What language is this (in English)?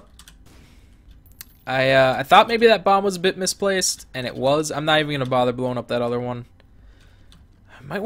English